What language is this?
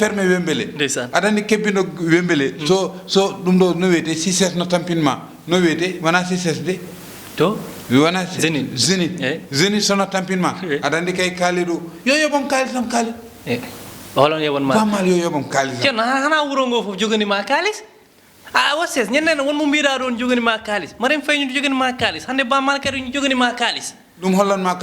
Fula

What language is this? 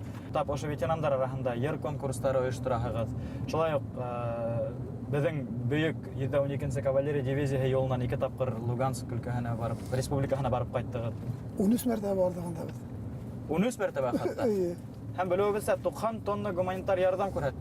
Bashkir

